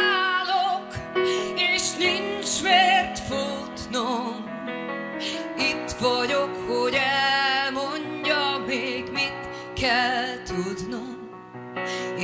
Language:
Hungarian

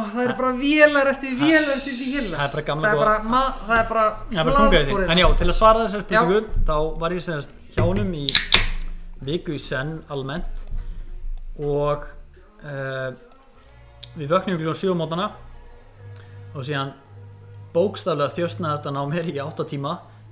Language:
Icelandic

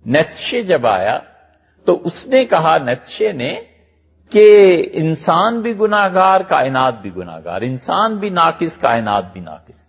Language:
Urdu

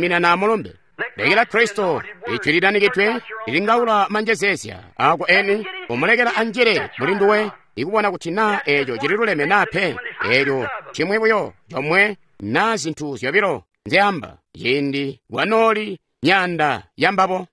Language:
Tonga (Zambia)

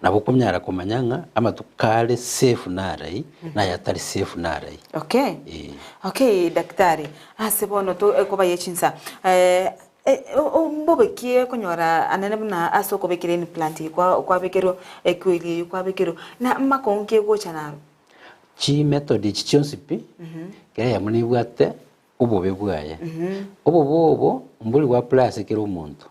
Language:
Gusii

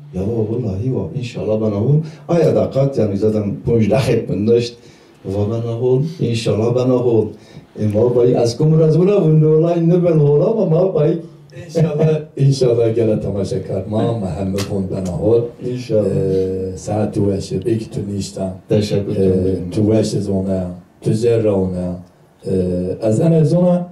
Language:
Zaza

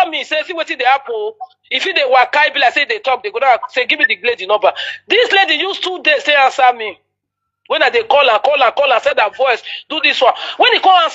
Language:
Nigerian Pidgin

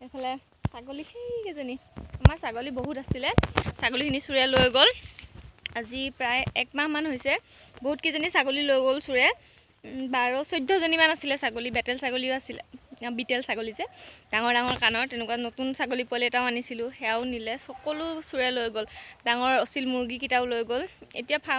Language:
Assamese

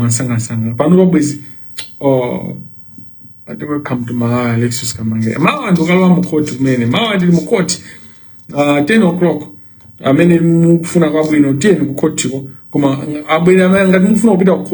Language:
Nyanja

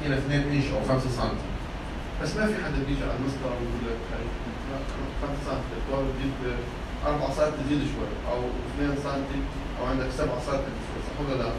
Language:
North Levantine Arabic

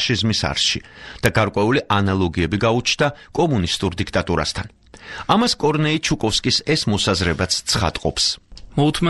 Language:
Georgian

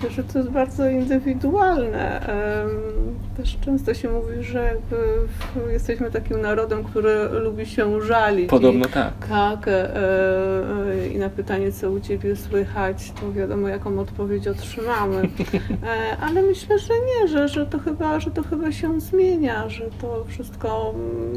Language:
Polish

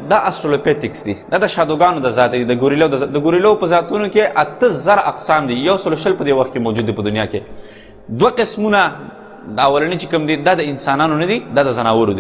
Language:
Pashto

